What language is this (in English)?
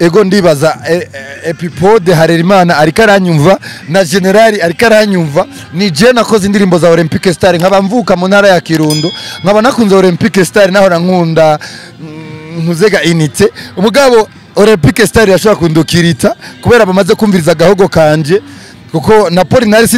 Rundi